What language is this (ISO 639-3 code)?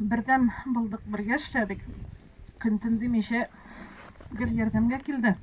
tat